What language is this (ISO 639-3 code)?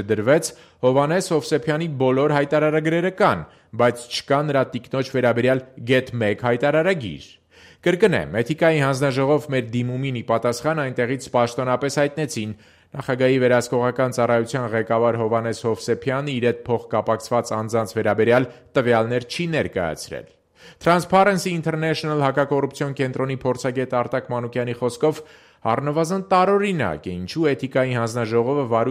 hye